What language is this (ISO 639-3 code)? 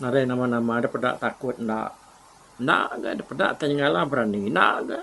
iba